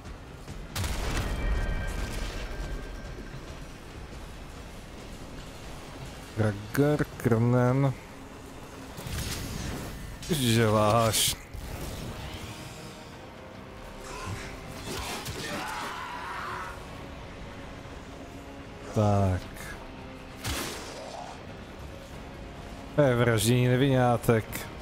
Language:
Czech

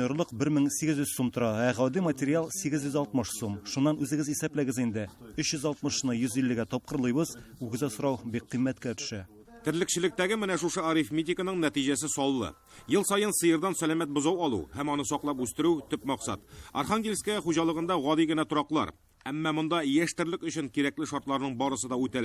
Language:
Tatar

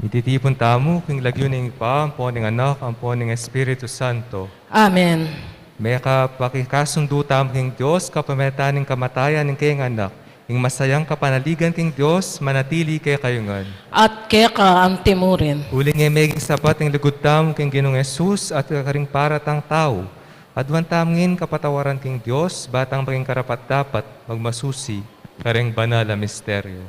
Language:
Pampanga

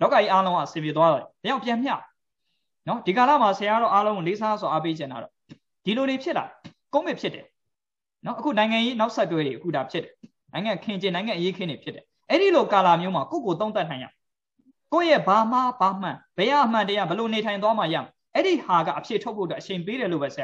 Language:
Burmese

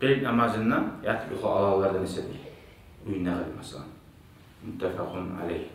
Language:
Kumyk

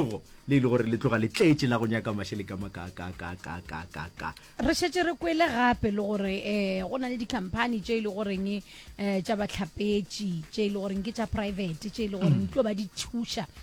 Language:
Northern Sotho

